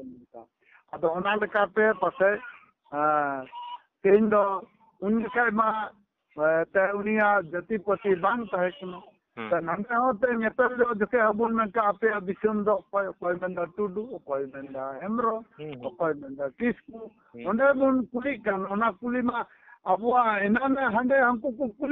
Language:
Santali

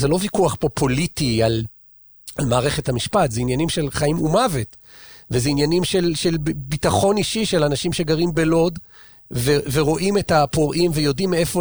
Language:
Hebrew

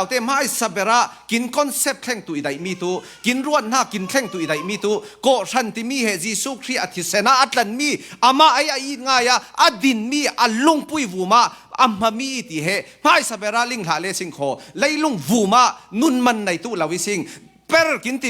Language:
Falam Chin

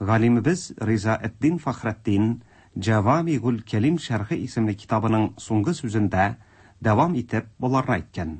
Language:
Tatar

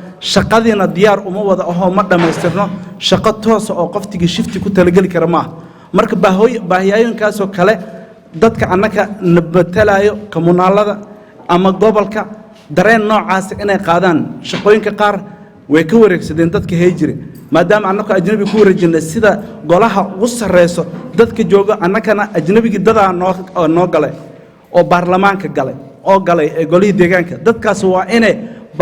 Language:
Somali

